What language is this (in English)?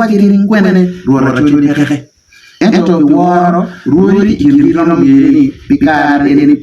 Acoli